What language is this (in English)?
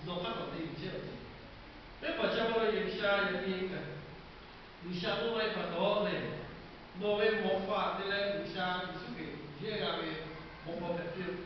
Lahu